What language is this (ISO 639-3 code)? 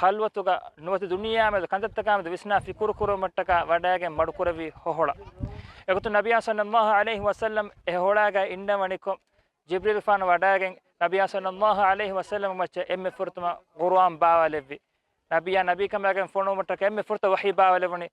div